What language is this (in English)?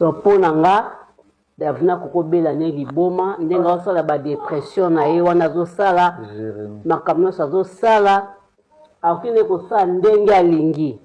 Lingala